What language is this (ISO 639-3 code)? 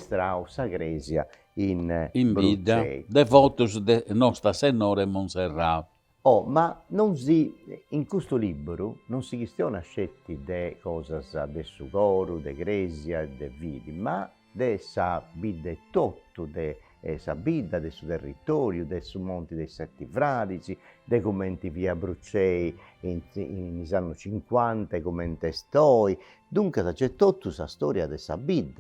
srd